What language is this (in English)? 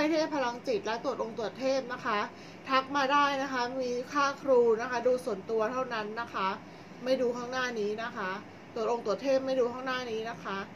Thai